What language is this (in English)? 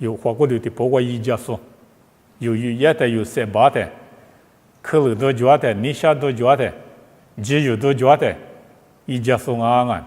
Lisu